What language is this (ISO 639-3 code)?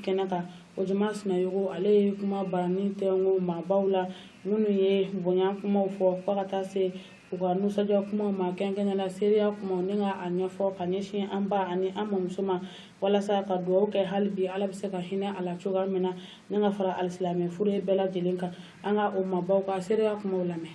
bam